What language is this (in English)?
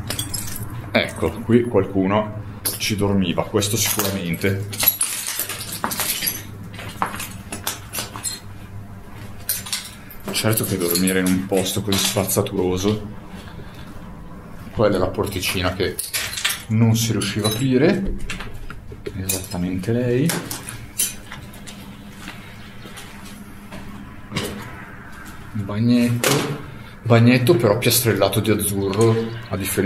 Italian